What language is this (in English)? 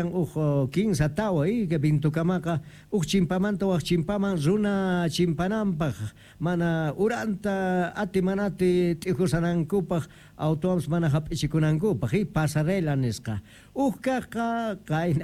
South Bolivian Quechua